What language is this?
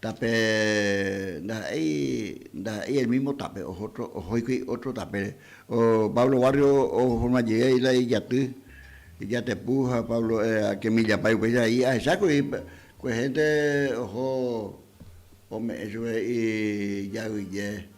Guarani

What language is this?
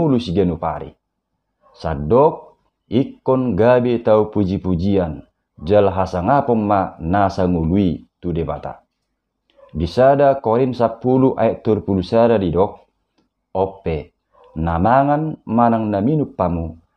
Batak Toba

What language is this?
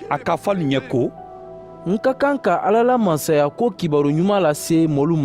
Mandingo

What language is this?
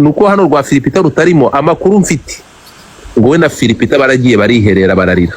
Kinyarwanda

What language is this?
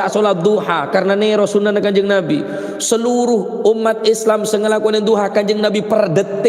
Madurese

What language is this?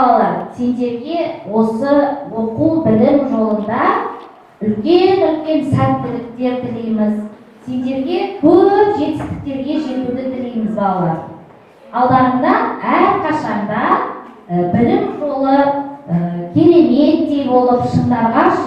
Kazakh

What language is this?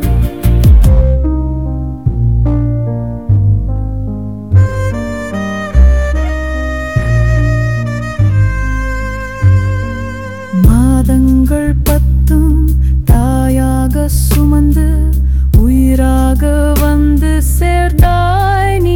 Tamil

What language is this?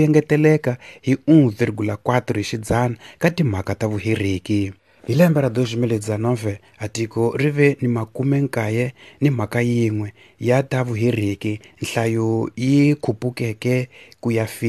Tsonga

